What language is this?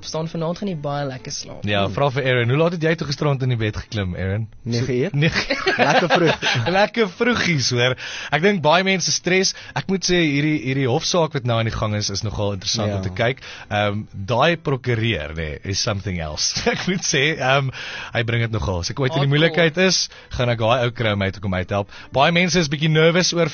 Afrikaans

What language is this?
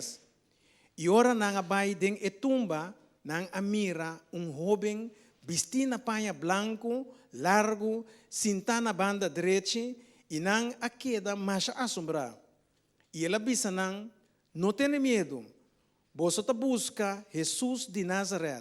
Papiamento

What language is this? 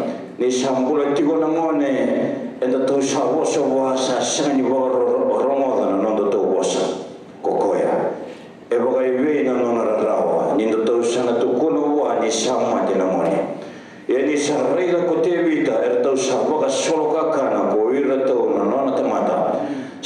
Fijian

